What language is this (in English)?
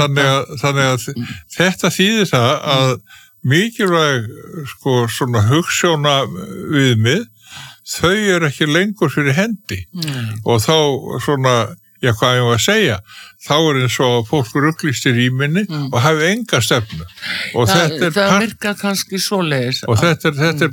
Icelandic